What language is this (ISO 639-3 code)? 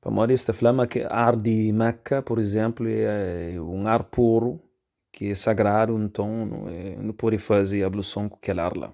kea